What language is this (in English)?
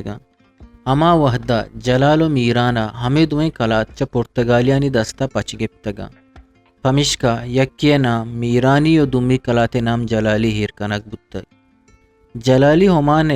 Eastern Balochi